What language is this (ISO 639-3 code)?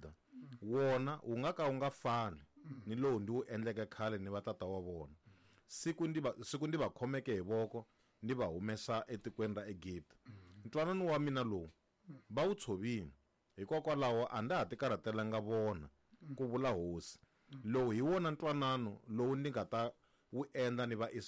tso